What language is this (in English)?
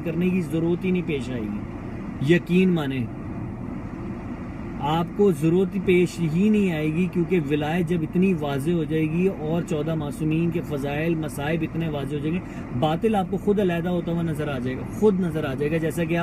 Urdu